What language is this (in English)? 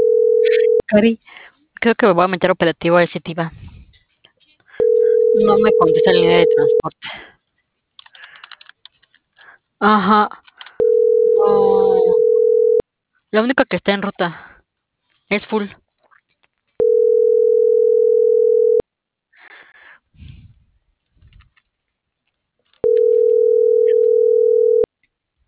Spanish